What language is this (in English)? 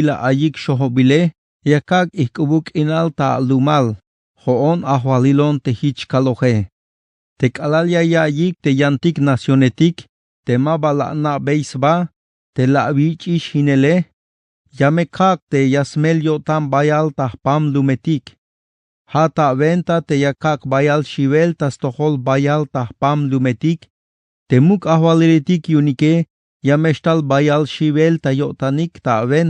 Tzeltal